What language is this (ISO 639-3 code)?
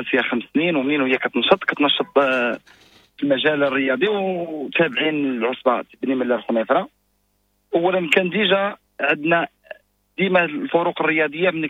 ary